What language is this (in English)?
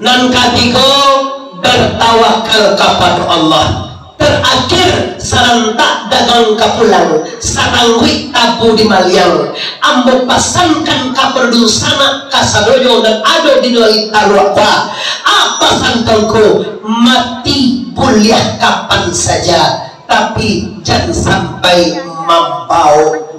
Minangkabau